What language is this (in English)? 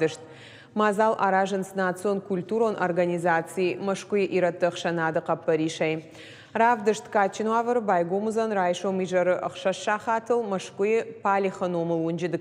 Ossetic